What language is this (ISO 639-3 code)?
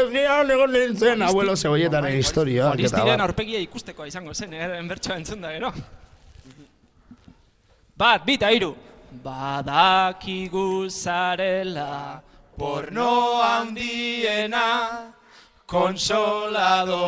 eus